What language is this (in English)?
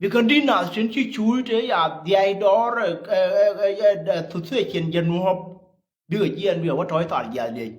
Nuer